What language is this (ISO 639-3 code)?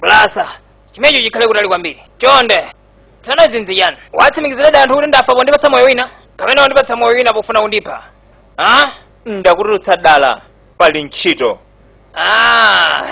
nya